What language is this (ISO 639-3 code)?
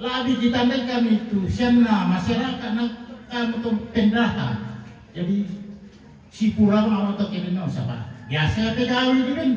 sda